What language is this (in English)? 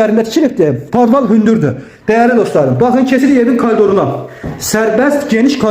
Azerbaijani